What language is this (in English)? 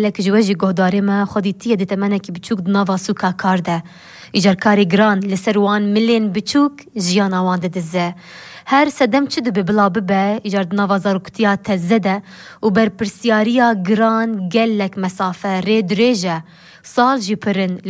Kurdish